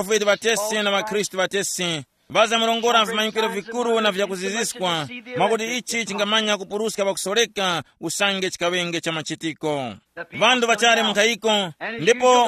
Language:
Tumbuka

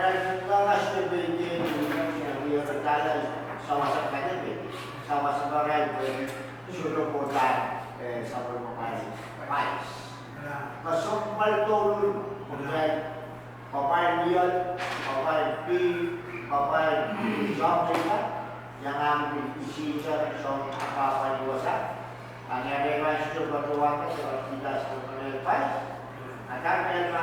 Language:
Pohnpeian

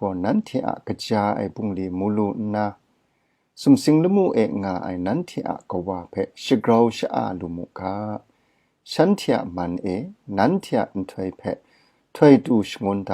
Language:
Kachin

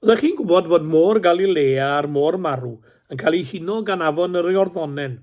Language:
Welsh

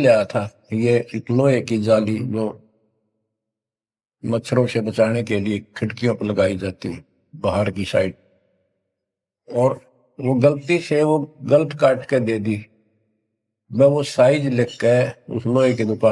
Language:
Hindi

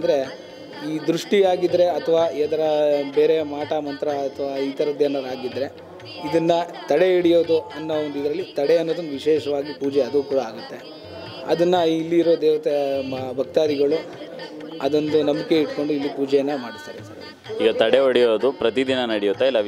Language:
Kannada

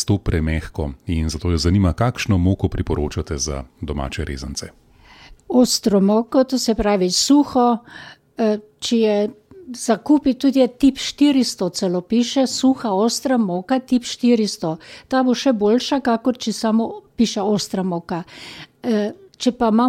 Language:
Slovenian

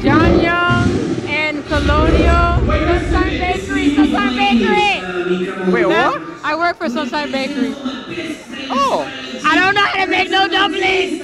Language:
Jamaican Creole English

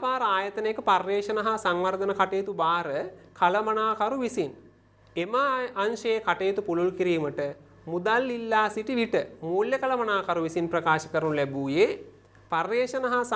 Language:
Sinhala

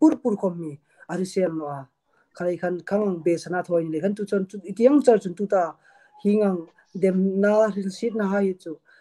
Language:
Hmar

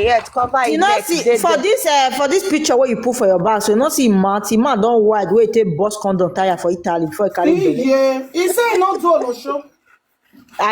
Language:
Nigerian Pidgin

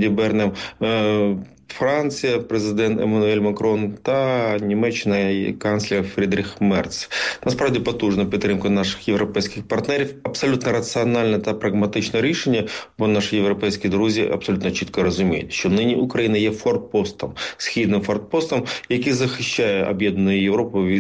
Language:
Ukrainian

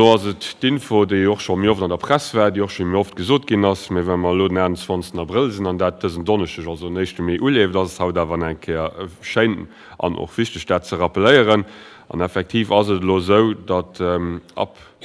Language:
Luxembourgish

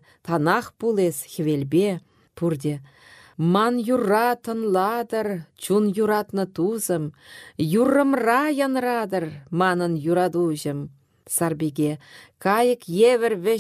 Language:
Chuvash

